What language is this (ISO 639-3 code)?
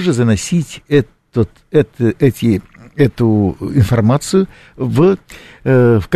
rus